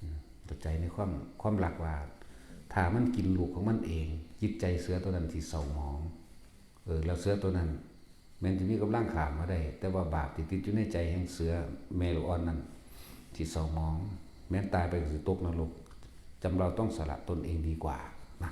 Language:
Northeastern Thai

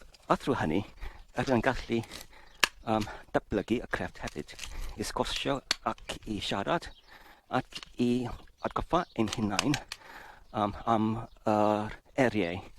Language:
Welsh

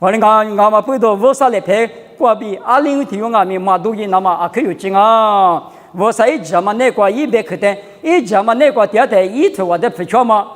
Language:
Lisu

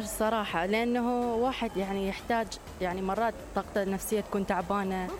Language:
Mesopotamian Arabic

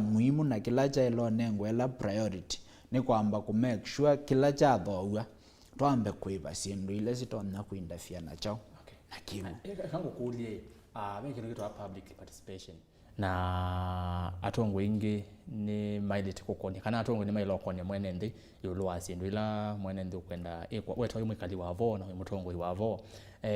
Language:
Kamba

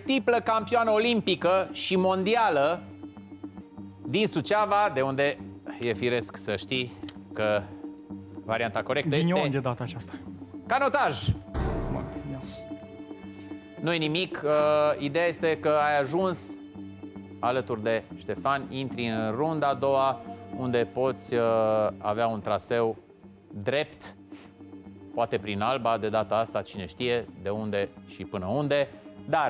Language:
Romanian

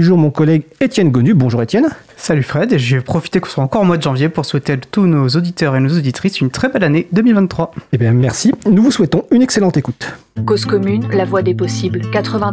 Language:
French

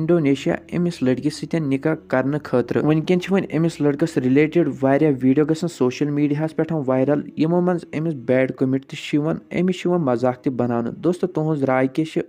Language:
Kashmiri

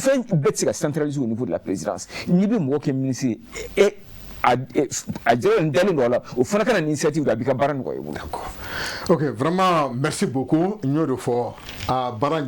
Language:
Bambara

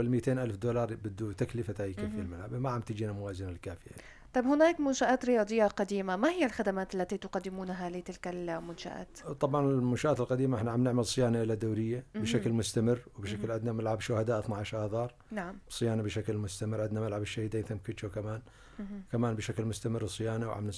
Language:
North Levantine Arabic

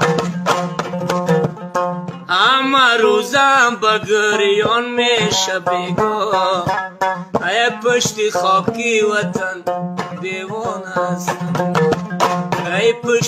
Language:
Persian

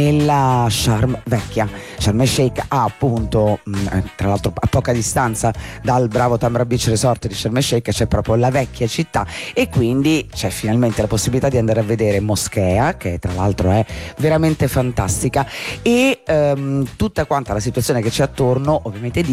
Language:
Italian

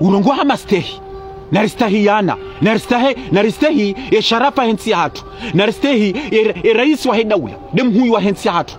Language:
Ngazidja Comorian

